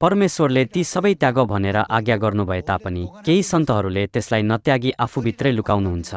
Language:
Nepali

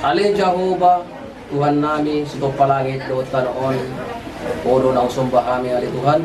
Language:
Batak Toba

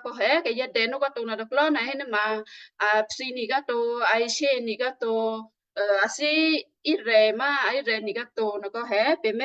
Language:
Western Kayah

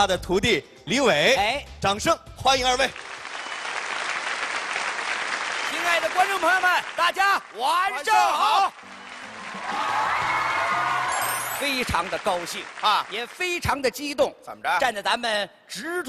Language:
Chinese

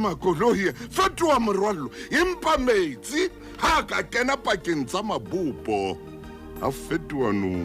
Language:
Southern Sotho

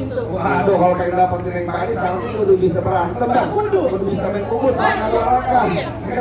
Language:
Betawi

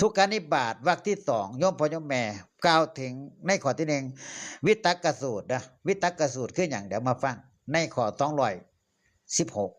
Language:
Northeastern Thai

